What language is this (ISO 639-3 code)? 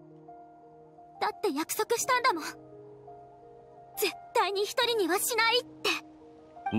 jpn